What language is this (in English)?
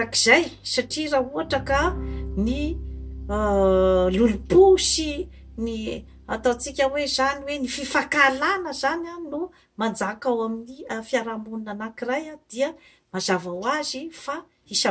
Malagasy